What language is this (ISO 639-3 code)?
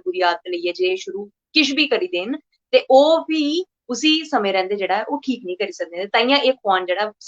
doi